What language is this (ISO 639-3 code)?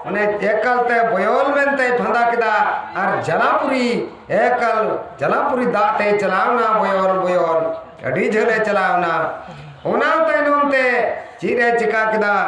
sat